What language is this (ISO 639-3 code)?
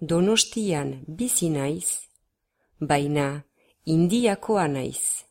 eus